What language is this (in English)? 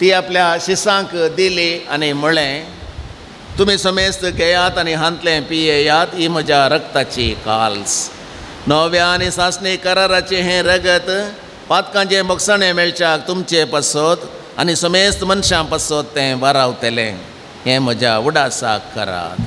Konkani